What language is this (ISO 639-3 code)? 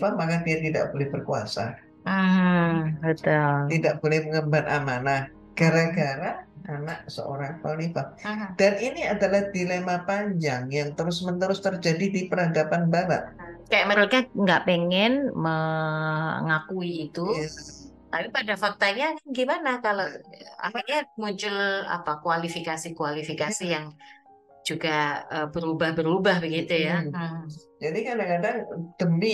ind